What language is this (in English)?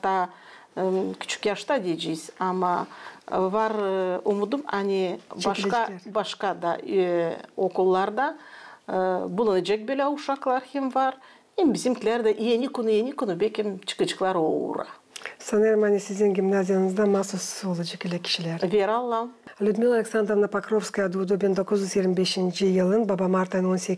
Gagauz